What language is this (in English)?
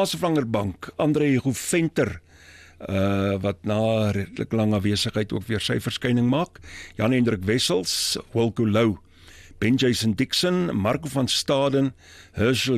Afrikaans